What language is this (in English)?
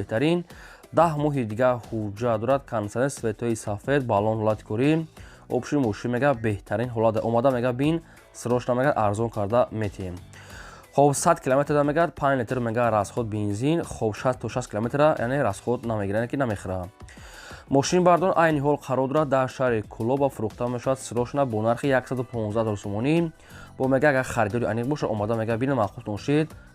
Tajik